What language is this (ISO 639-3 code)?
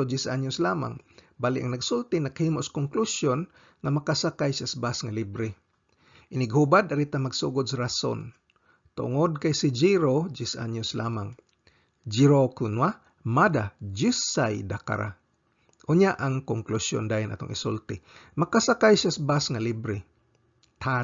ceb